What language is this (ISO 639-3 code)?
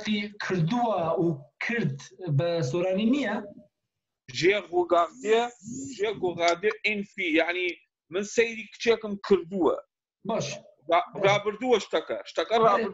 kur